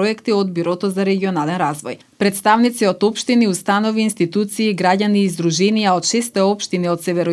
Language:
Macedonian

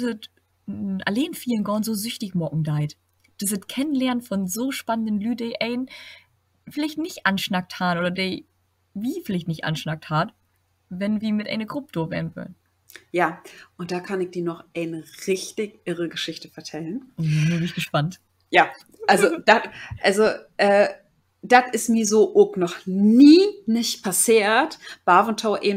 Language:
Low German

